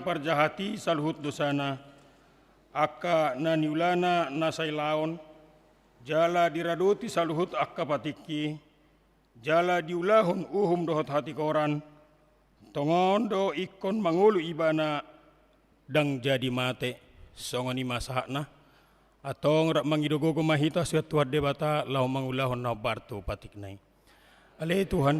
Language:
Batak Toba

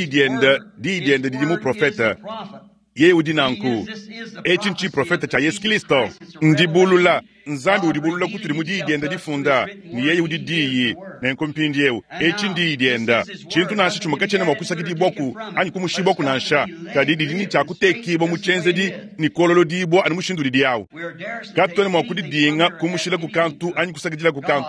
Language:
Luba-Lulua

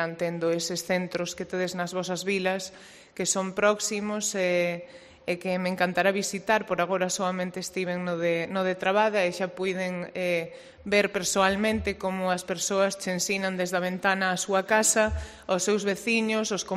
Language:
Galician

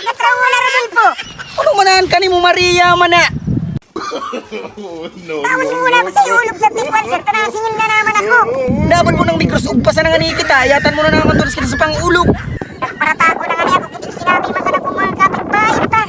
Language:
Bikol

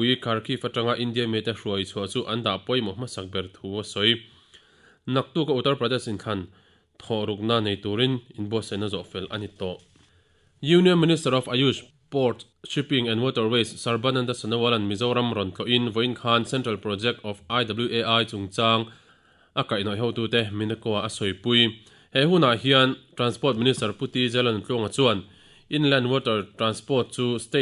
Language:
Mizo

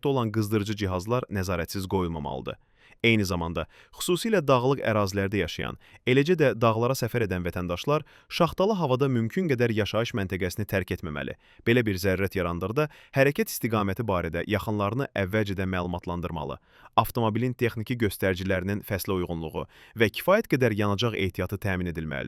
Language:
Azerbaijani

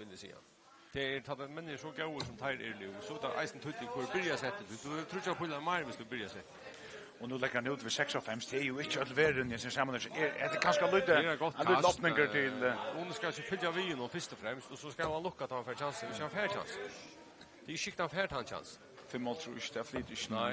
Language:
Faroese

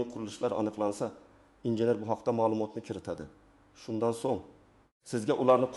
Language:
Uzbek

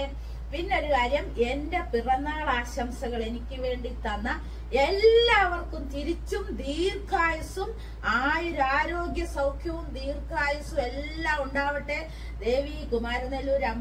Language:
Malayalam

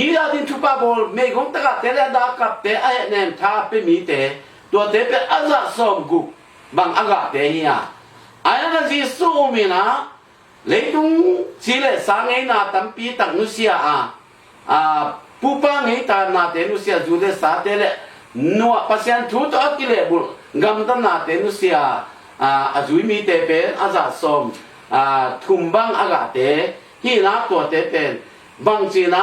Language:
Tedim Chin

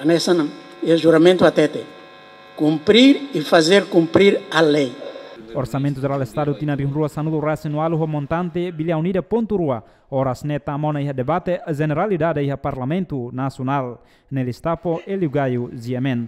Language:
Tetum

